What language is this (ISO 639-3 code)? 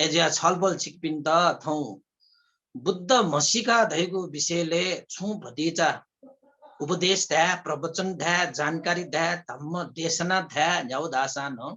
new